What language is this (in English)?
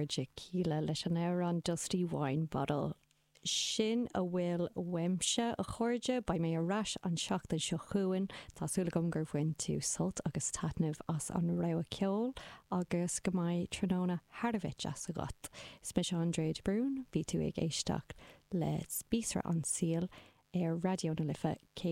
Irish